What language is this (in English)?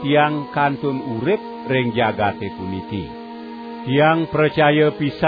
Balinese